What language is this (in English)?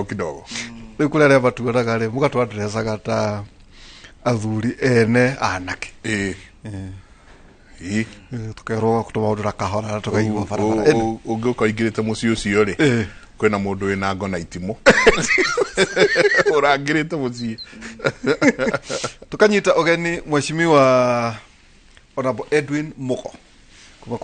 Kikuyu